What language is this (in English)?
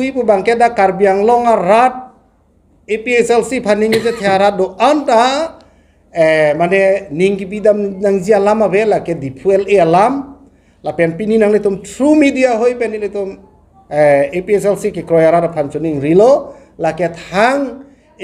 Karbi